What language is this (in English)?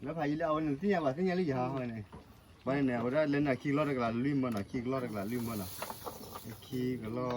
S'gaw Karen